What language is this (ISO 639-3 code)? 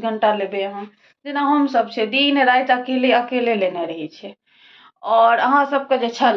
mai